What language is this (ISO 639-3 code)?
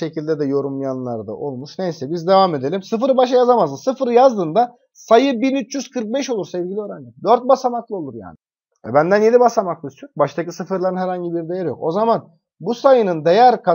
tur